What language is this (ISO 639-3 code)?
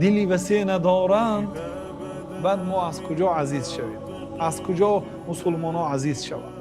tgk